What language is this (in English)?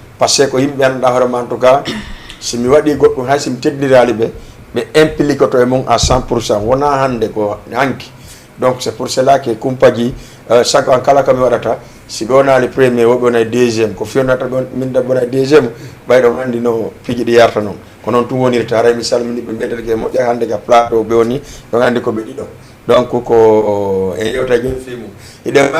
Fula